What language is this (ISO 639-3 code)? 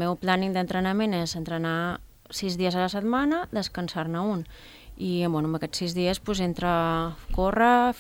cat